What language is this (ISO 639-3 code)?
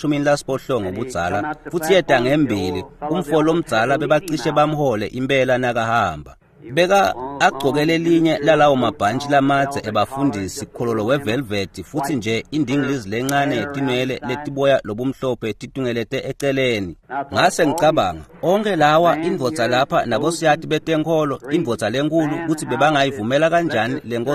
ssw